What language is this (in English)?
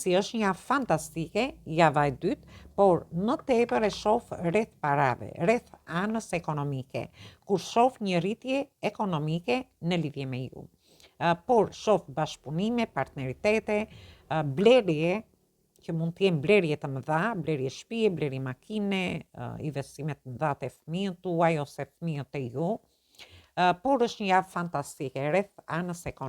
Albanian